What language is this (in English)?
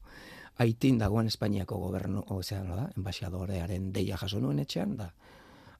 Basque